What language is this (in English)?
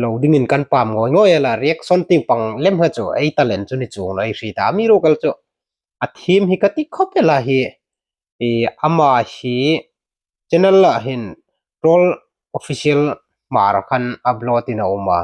Hmar